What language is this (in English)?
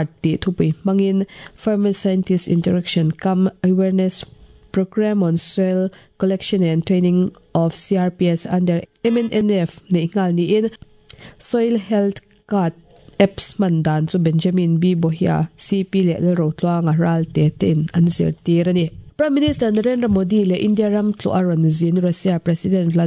Mizo